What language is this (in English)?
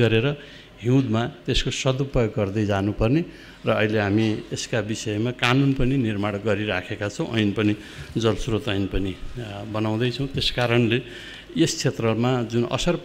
Nepali